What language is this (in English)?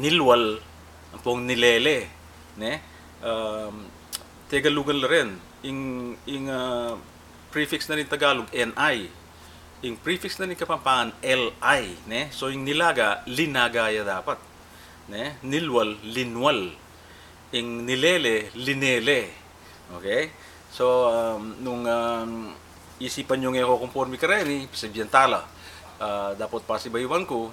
Pampanga